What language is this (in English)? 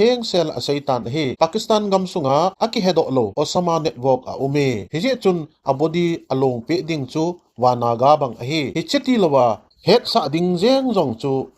Thado Chin